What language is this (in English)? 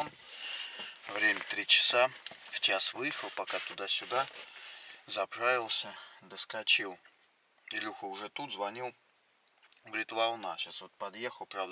Russian